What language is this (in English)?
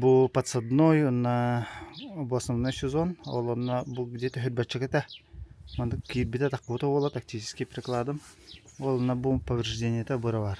Yakut